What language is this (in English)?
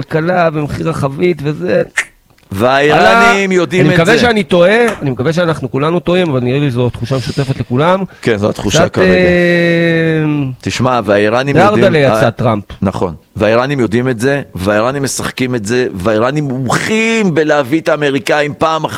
Hebrew